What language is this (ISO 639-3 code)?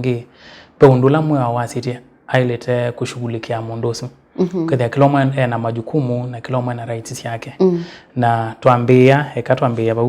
kam